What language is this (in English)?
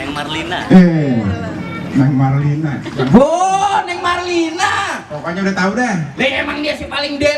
Betawi